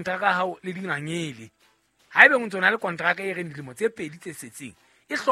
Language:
Southern Sotho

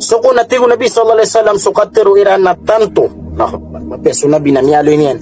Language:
Maranao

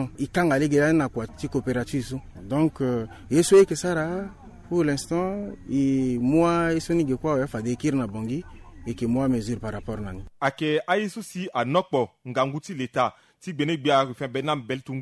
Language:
Sango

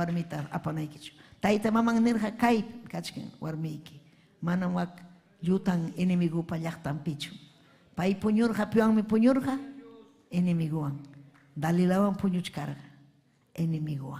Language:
Ayacucho Quechua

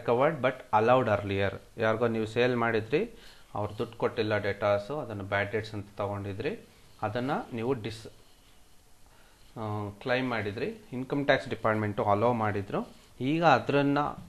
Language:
Kannada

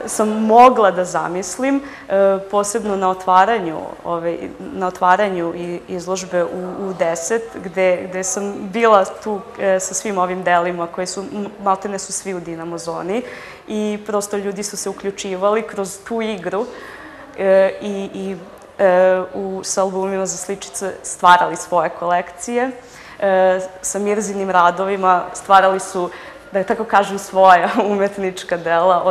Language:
Serbian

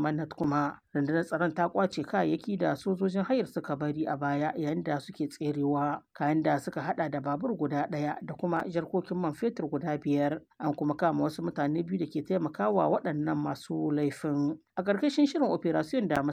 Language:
Hausa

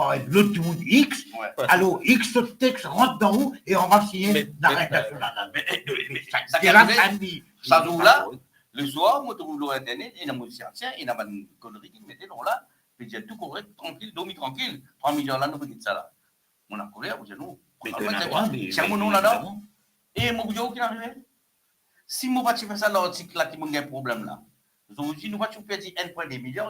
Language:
Morisyen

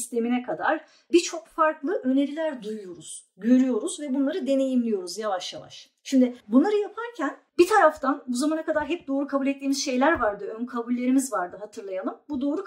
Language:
Turkish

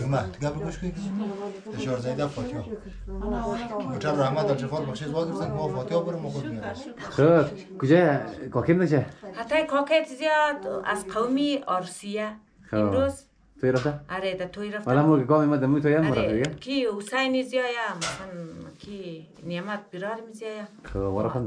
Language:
Hazaragi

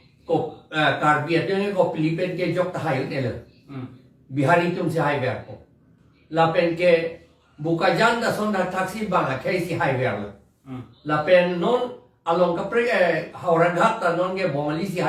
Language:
Karbi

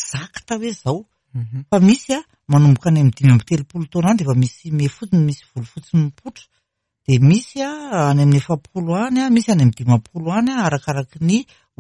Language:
Malagasy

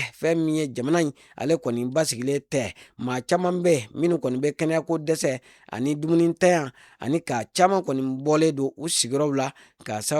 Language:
Bambara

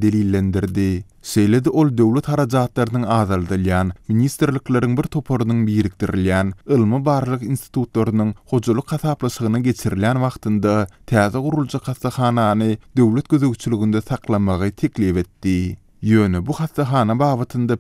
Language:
Turkmen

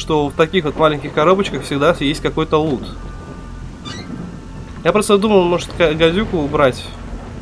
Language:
Russian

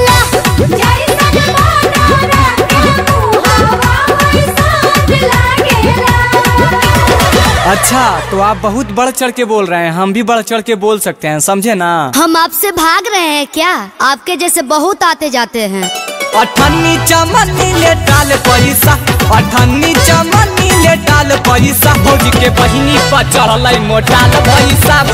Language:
Bhojpuri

